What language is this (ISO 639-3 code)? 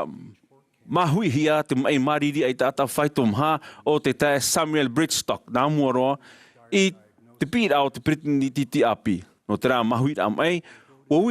tah